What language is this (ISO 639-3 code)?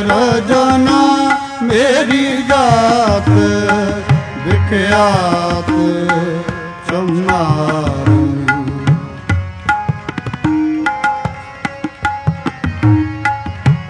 pan